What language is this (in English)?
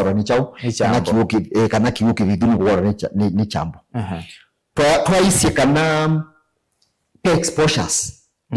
Kamba